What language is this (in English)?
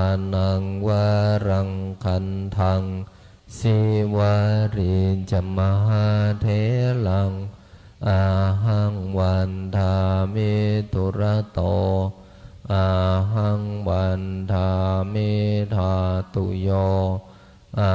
Pali